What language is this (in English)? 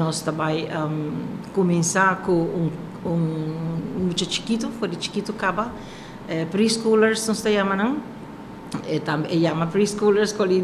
Papiamento